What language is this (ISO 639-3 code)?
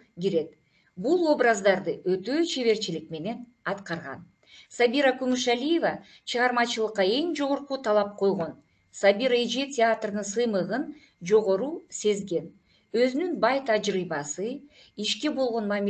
kir